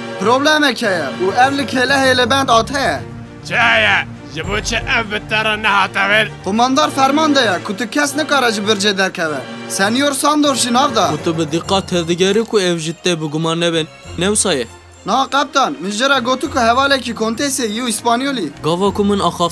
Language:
Kurdish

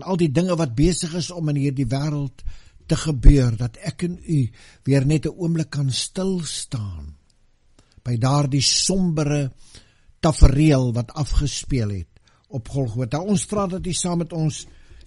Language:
Afrikaans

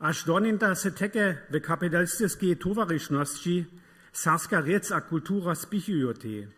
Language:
Upper Sorbian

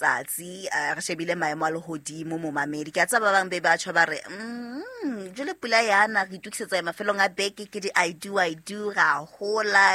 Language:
Southern Sotho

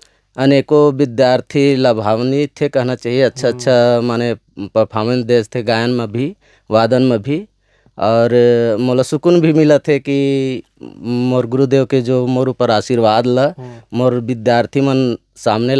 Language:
Chhattisgarhi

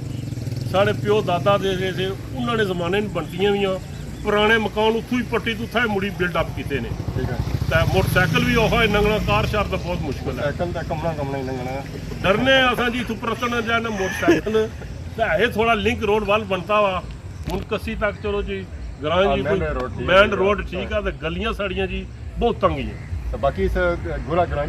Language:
Pahari-Potwari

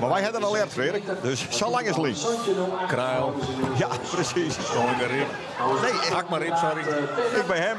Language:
Western Frisian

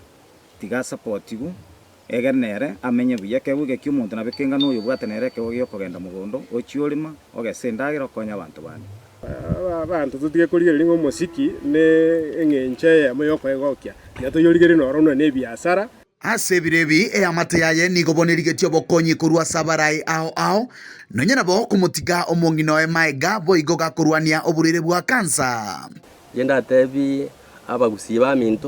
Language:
Gusii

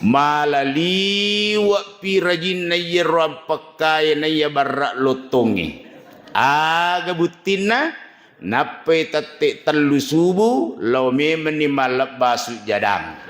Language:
Buginese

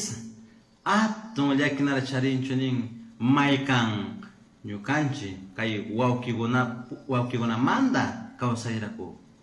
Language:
Chimborazo Highland Quichua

